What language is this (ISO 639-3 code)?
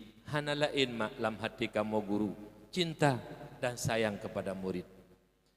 ace